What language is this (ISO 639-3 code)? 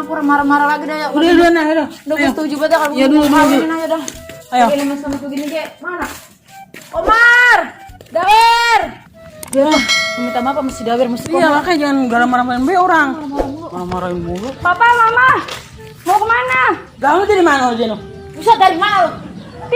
bew